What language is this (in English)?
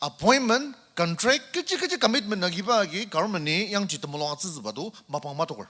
Ao Naga